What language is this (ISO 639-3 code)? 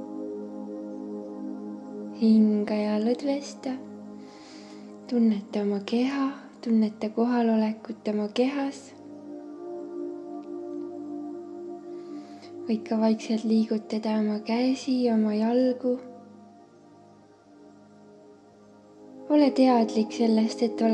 est